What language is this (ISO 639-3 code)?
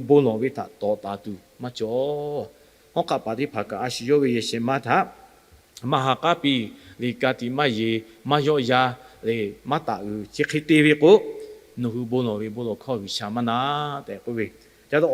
lhu